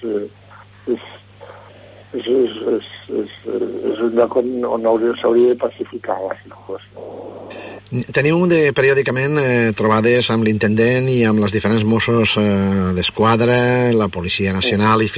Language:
Catalan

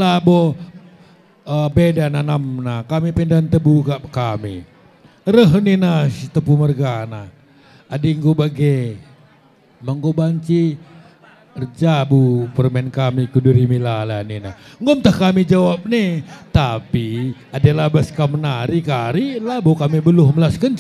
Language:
Batak Karo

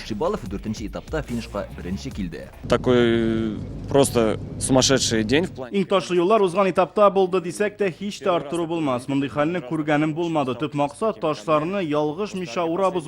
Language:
Tatar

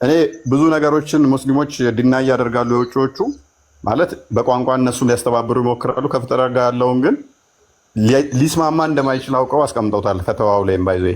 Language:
Amharic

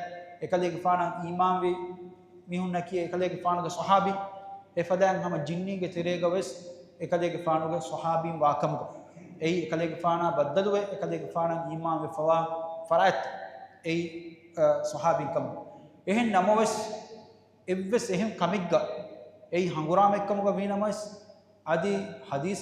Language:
Divehi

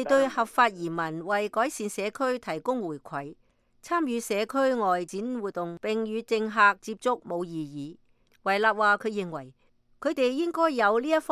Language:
Cantonese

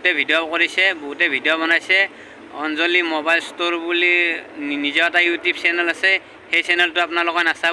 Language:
Assamese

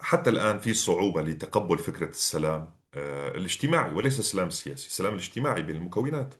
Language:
North Levantine Arabic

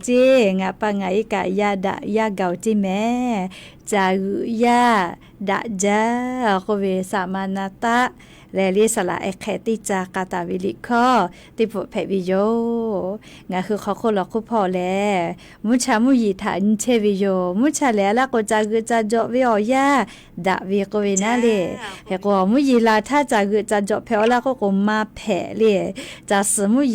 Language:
Lahu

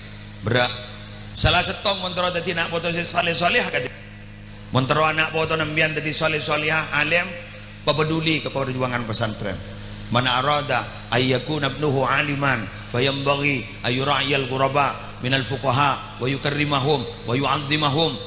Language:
Madurese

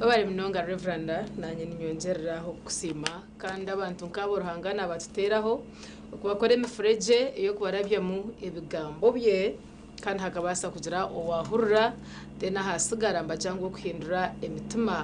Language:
Nyankole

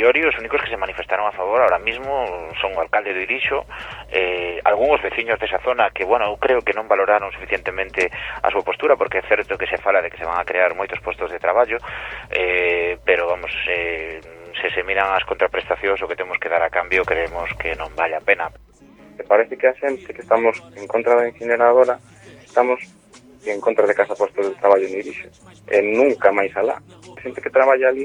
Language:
Galician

